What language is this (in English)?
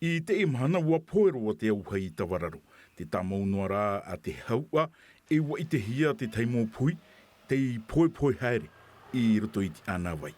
Tahitian